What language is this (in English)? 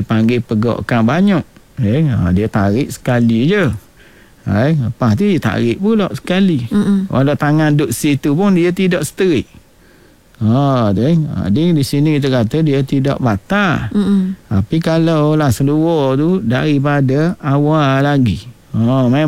Malay